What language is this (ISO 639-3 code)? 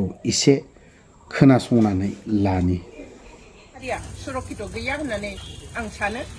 brx